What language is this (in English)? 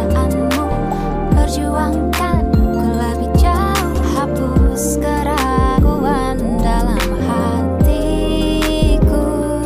Indonesian